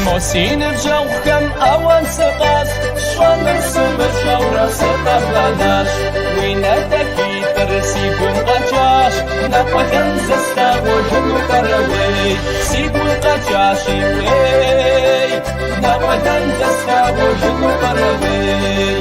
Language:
Kabardian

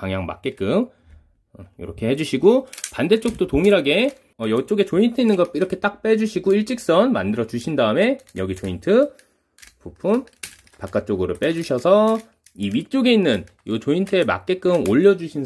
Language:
Korean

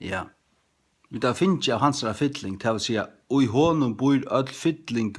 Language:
Faroese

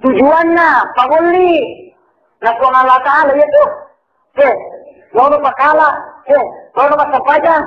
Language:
Buginese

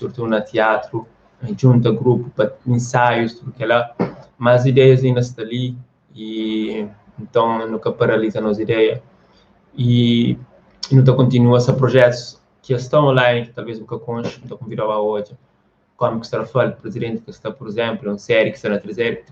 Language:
Kabuverdianu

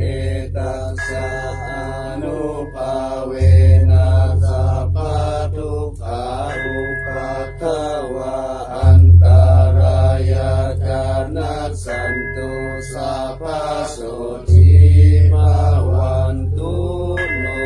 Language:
Pali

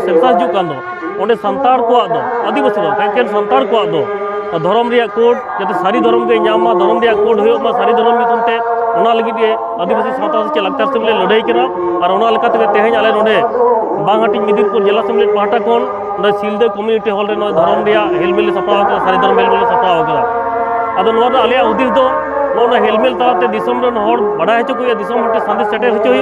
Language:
Santali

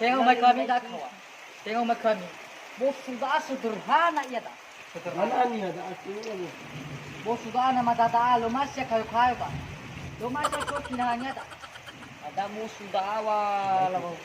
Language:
Nias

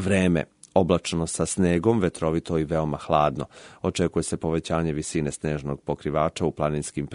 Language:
Serbian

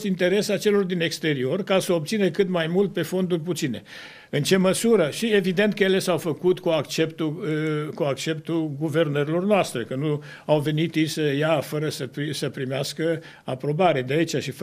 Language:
Romanian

